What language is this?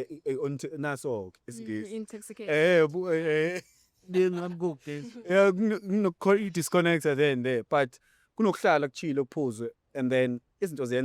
Zulu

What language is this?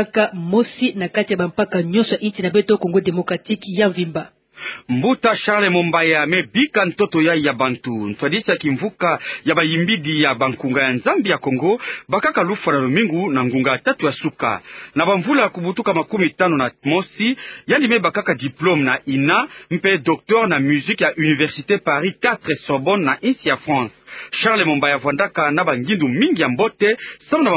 Kituba (Democratic Republic of Congo)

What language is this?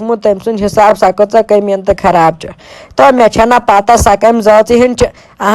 Kashmiri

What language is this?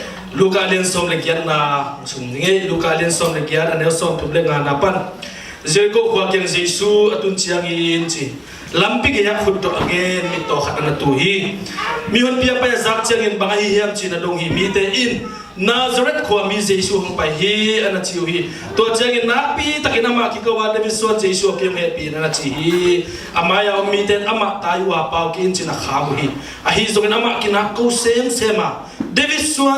Tedim Chin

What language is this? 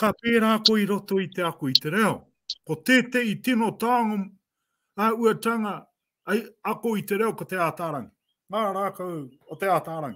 Māori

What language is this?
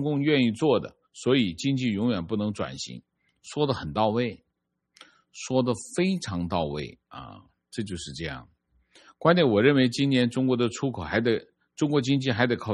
Chinese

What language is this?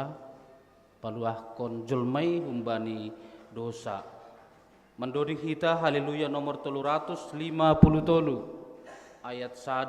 Batak Simalungun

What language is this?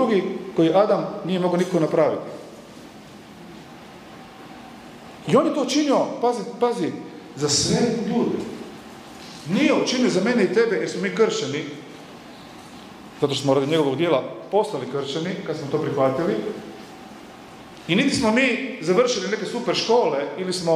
Croatian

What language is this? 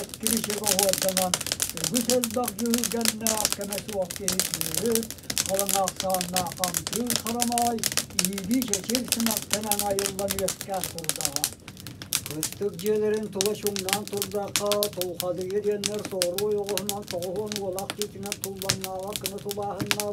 Yakut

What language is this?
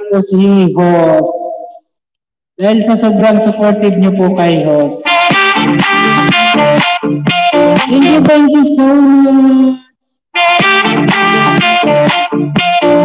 Filipino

